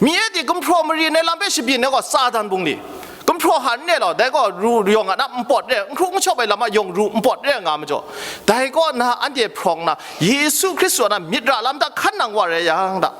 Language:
Kachin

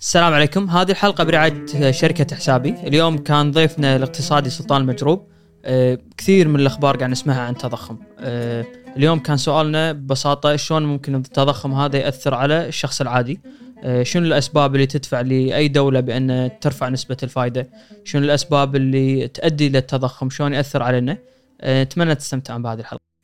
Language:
Gulf Arabic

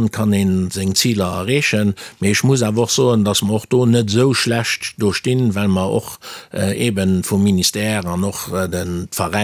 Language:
Luxembourgish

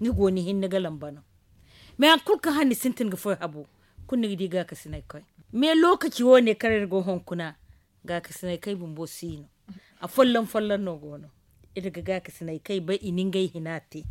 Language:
Zarma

